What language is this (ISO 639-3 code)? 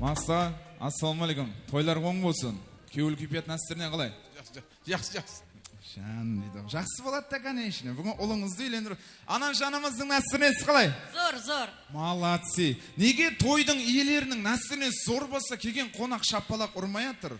kaa